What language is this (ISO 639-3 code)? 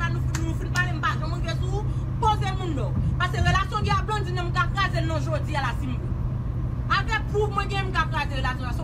hat